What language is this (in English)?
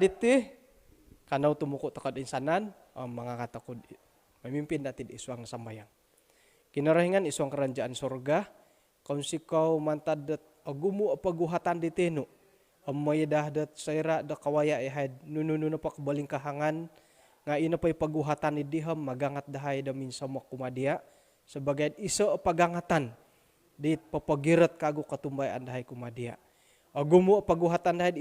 Central Dusun